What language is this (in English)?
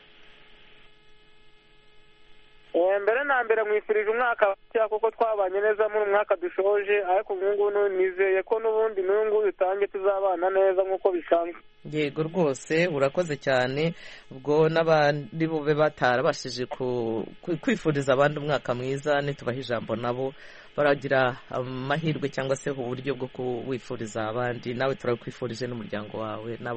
Kinyarwanda